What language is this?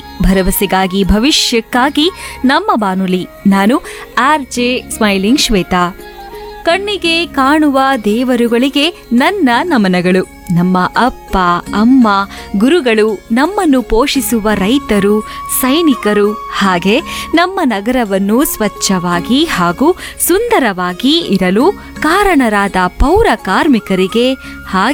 Kannada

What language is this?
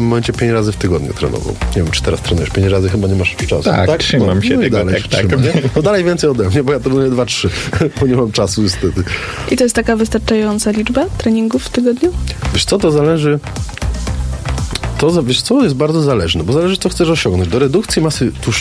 Polish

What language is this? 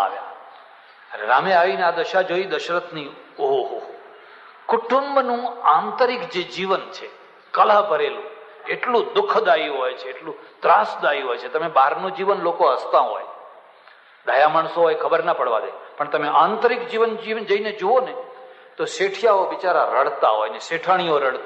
Gujarati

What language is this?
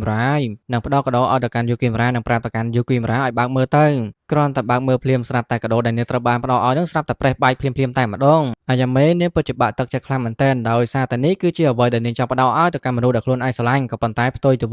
Khmer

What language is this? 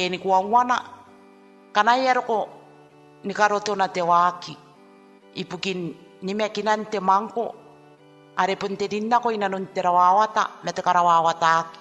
Gilbertese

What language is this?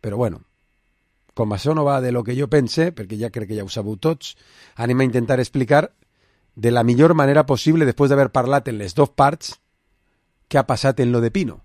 Catalan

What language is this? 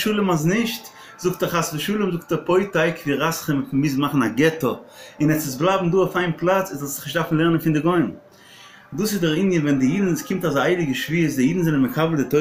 Yiddish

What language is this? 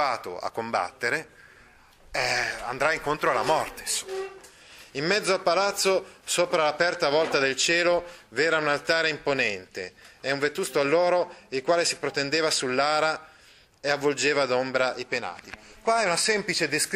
Italian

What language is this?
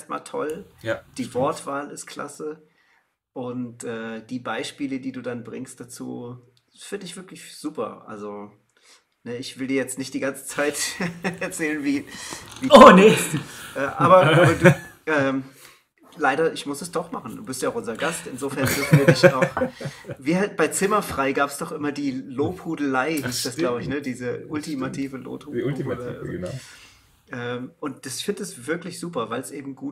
German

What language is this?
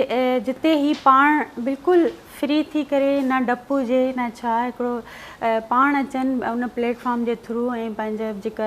Sindhi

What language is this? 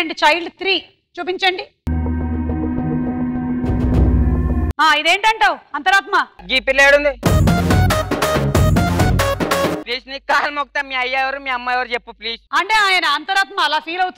Telugu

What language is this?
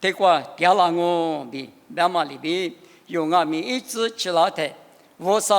Lisu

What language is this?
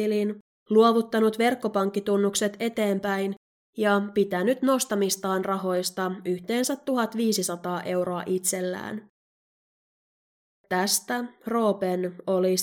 Finnish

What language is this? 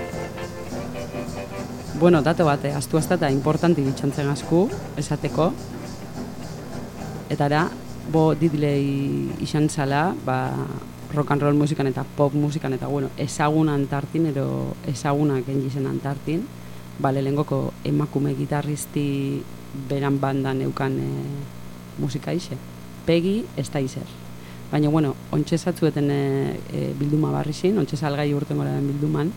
Basque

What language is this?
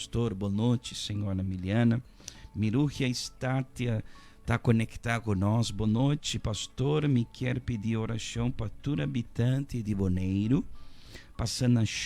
Papiamento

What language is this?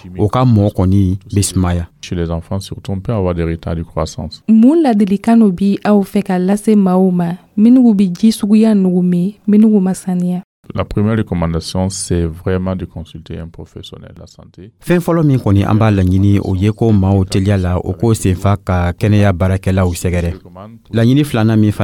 Dyula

